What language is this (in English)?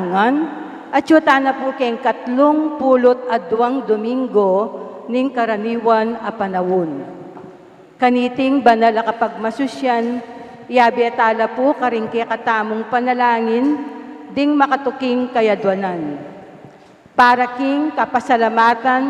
Pampanga